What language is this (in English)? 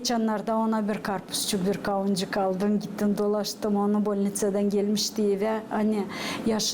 Gagauz